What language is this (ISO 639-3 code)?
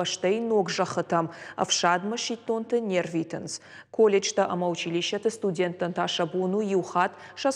oss